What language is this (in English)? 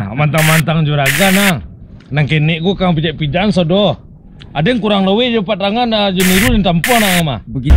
Minangkabau